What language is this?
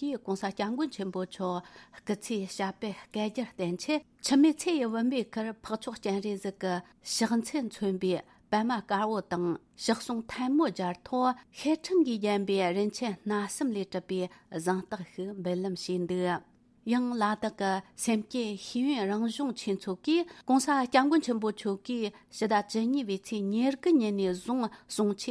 Tibetan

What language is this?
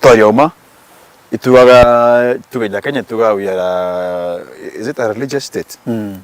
Meru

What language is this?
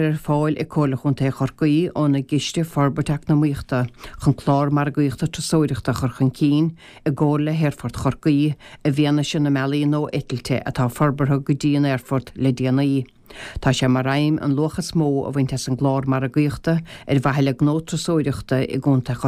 Irish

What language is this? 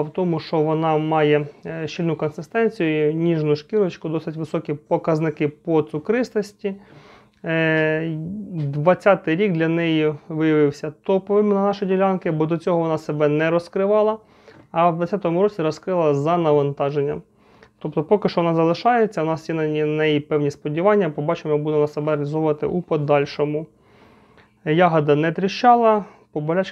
Ukrainian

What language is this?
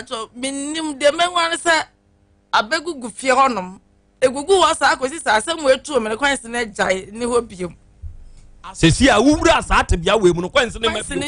Akan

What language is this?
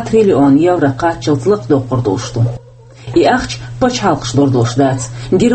Chechen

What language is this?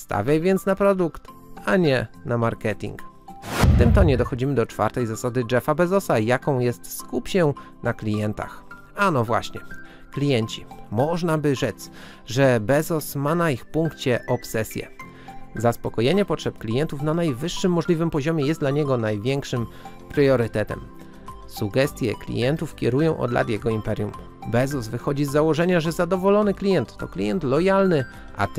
Polish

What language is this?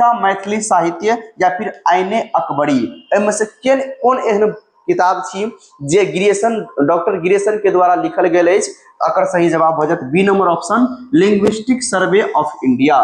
Maithili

